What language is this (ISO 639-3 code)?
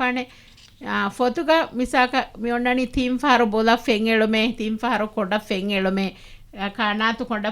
div